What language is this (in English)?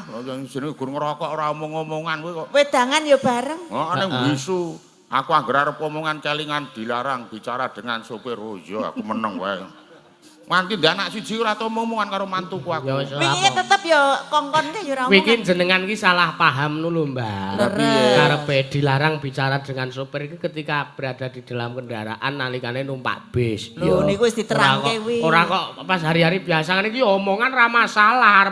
Javanese